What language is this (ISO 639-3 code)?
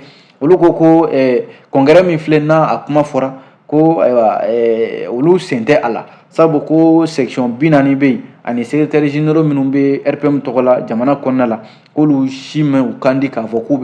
bam